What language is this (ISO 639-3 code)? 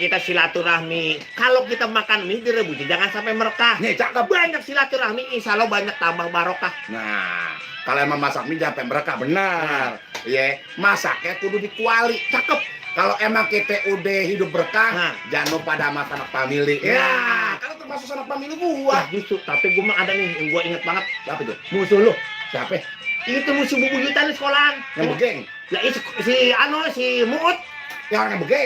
bew